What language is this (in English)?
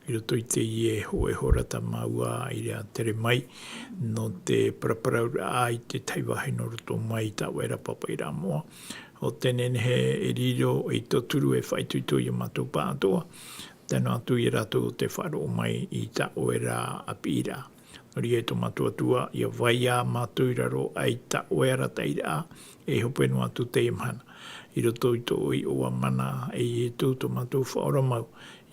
Tahitian